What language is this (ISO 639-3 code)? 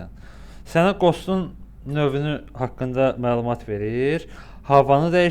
aze